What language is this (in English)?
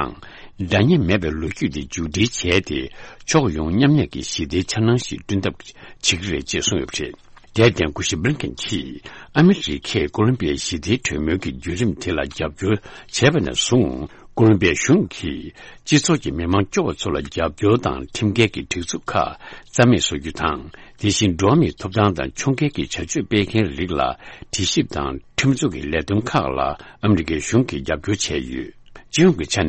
Tibetan